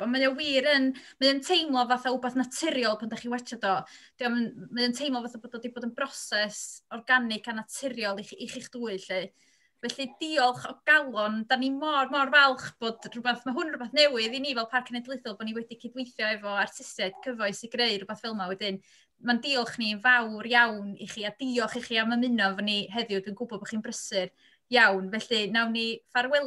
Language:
Welsh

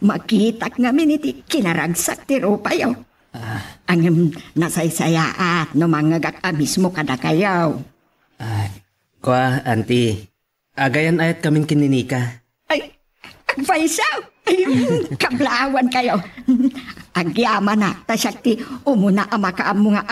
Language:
Iloko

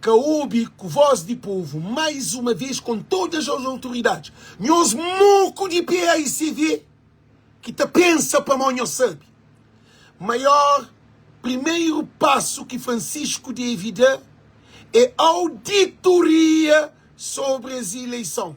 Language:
Kabuverdianu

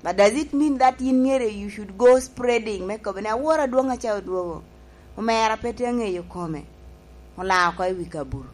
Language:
Lango (Uganda)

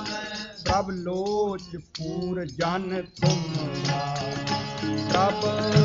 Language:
Punjabi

